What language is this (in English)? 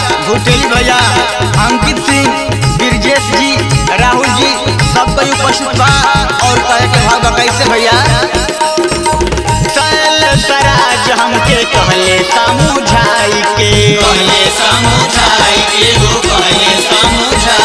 Bhojpuri